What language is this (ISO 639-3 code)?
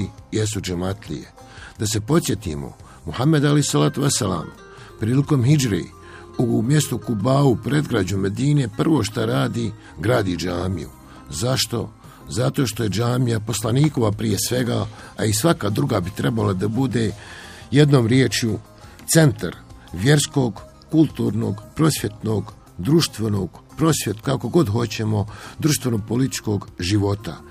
bos